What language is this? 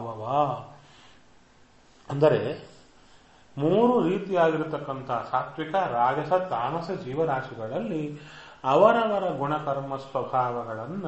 Kannada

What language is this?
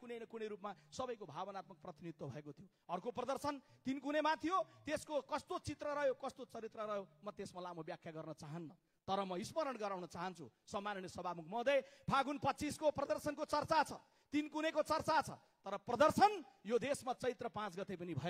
Nepali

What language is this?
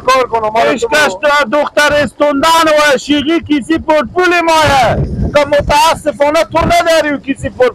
Persian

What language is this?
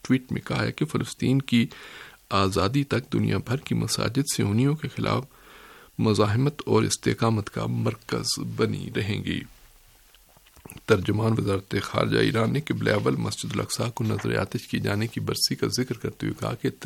Urdu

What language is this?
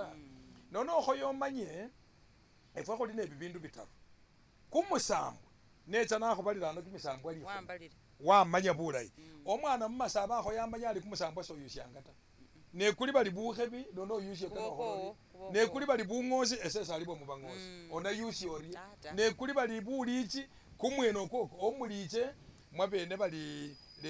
Masaaba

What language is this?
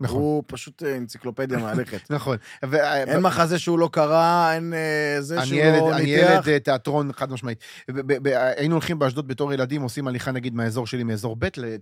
Hebrew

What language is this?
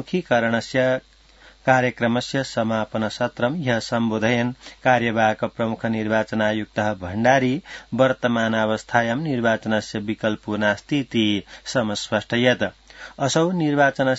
Sanskrit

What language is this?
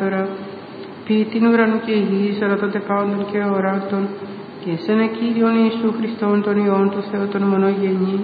Greek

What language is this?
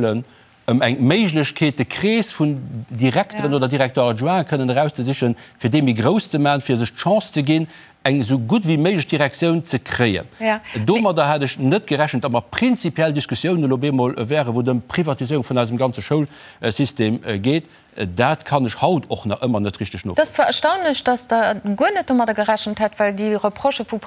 Luxembourgish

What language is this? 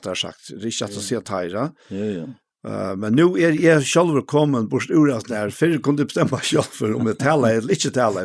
Faroese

